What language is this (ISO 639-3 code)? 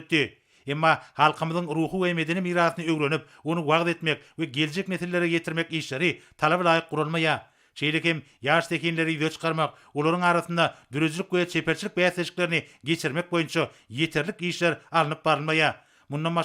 tuk